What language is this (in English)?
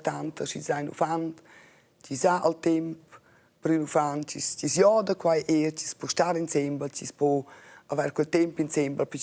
Romansh